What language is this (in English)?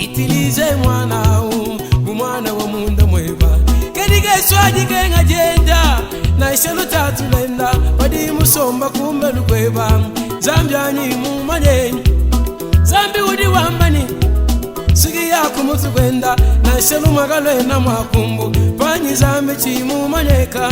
Luba-Lulua